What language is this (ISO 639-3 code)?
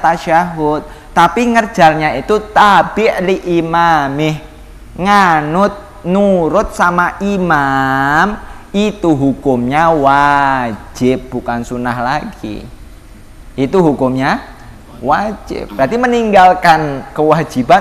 ind